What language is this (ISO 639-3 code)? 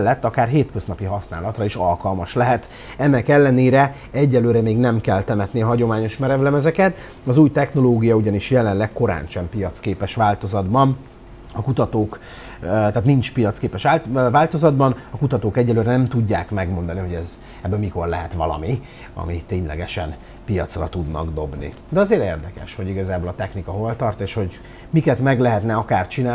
hun